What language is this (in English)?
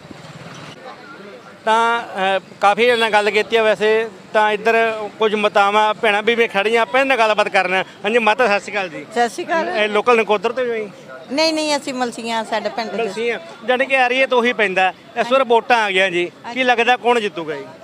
Punjabi